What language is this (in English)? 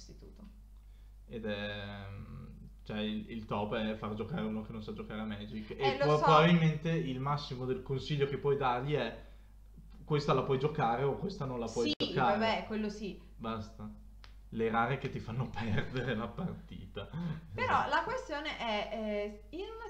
Italian